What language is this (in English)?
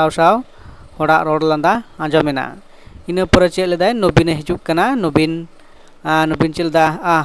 Santali